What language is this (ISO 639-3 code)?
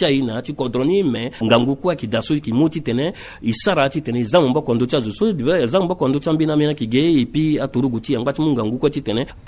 sag